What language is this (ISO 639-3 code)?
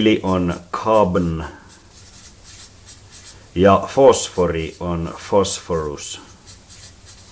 fin